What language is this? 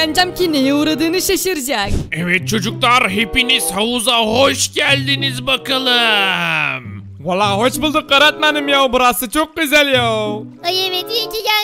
Turkish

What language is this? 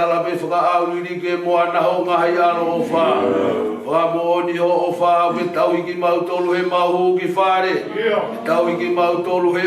Tongan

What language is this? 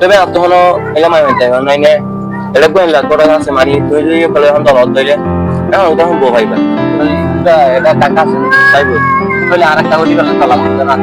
Rohingya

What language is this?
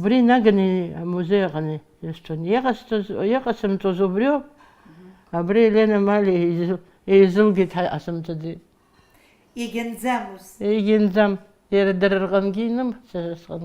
Abkhazian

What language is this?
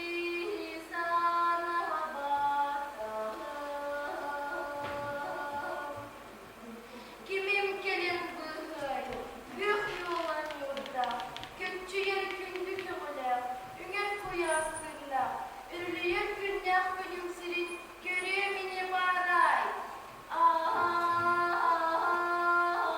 Yakut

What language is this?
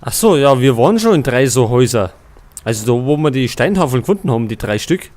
Bavarian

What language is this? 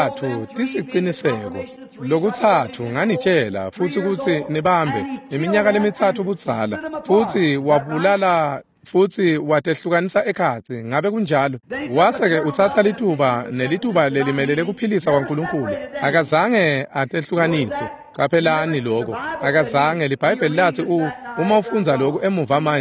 Swati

